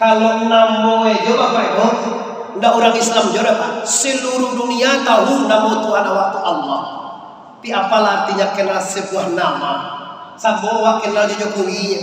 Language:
Minangkabau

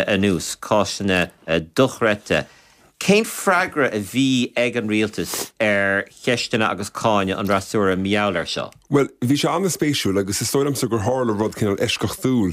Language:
Irish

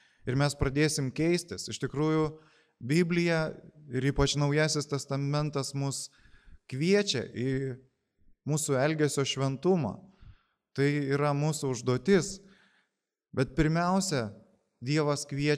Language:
Lithuanian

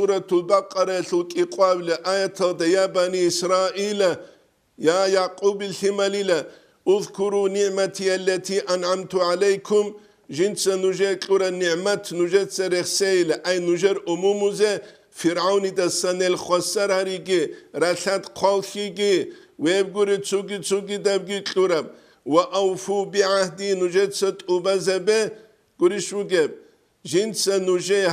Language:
Avaric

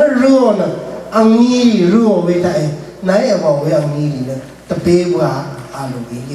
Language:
Rawang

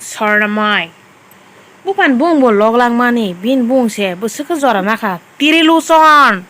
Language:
Kok Borok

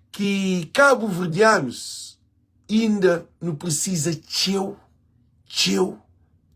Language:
Kabuverdianu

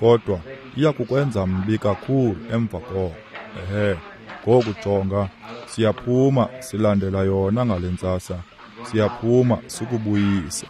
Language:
Xhosa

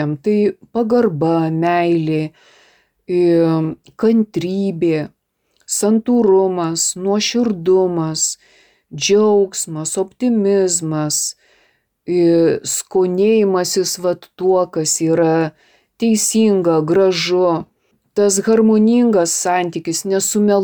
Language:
Lithuanian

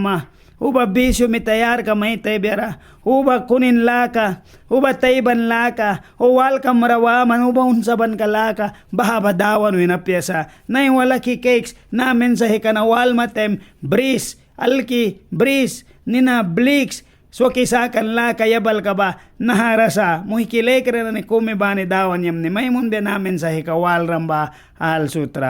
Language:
Mískito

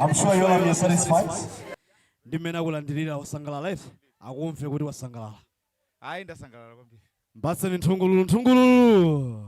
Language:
Nyanja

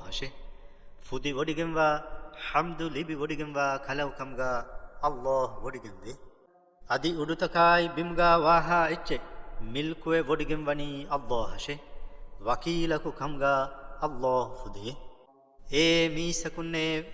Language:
Divehi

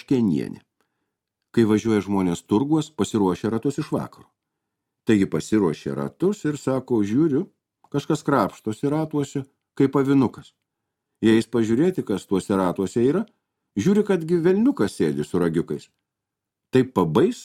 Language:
Lithuanian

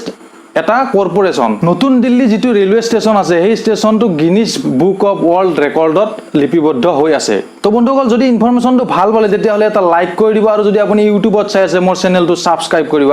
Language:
Assamese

